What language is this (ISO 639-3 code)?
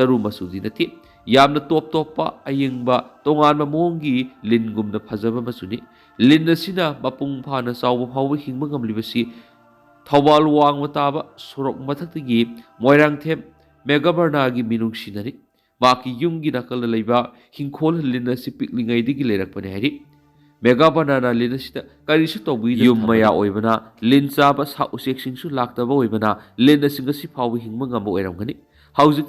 mni